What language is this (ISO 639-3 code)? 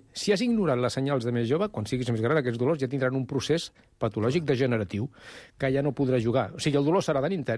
cat